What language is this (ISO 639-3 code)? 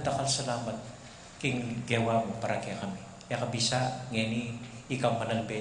pam